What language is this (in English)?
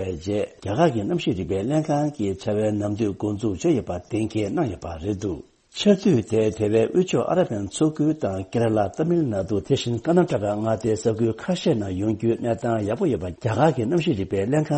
Tibetan